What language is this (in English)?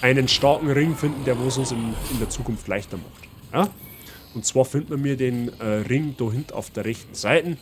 Bavarian